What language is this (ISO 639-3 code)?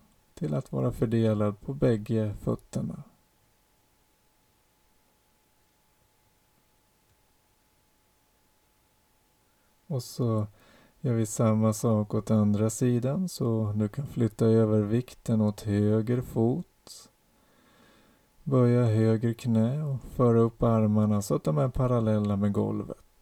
swe